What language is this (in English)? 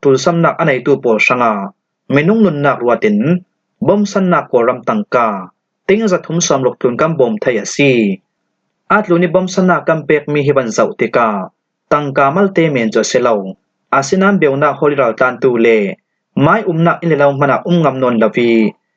Falam Chin